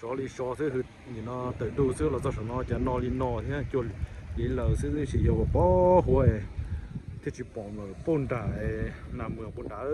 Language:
Hmong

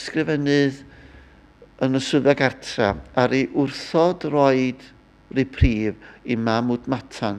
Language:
Welsh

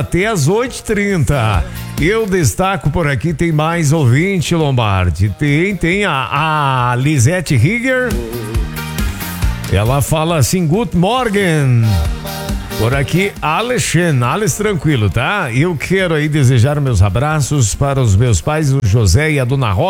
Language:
Portuguese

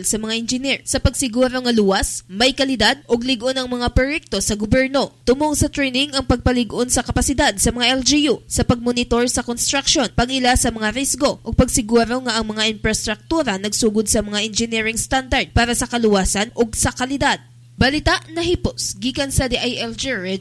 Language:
Cebuano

